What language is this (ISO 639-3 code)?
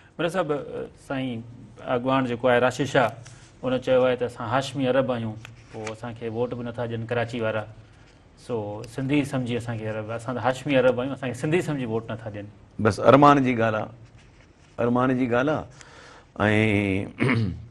snd